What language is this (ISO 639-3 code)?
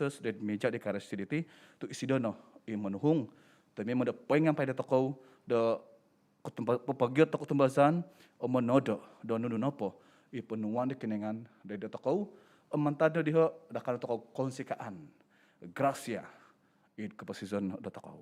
dtp